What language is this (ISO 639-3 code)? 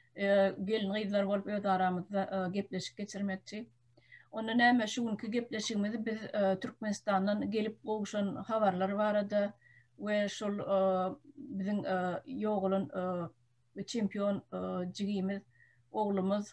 tuk